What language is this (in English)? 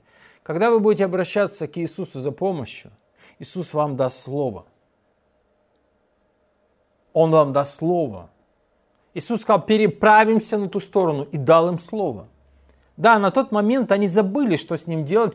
Russian